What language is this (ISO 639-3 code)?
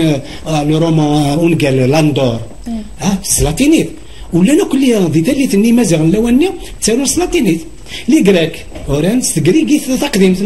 kab